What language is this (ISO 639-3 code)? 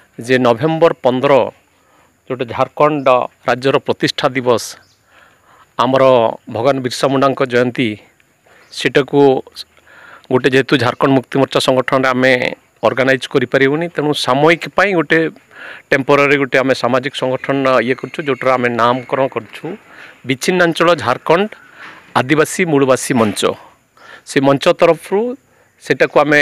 ori